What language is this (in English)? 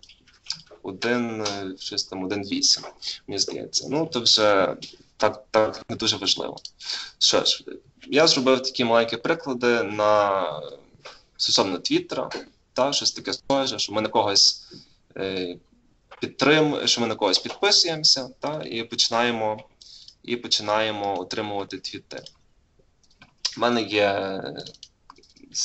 Ukrainian